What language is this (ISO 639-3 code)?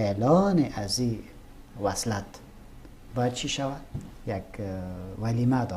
fas